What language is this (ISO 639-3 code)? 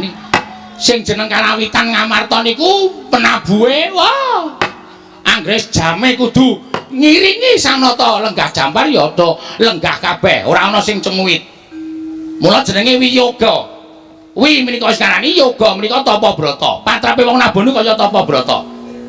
jav